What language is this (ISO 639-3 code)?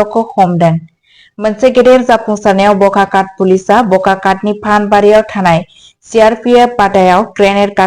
brx